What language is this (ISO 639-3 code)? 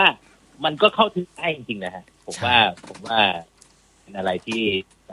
tha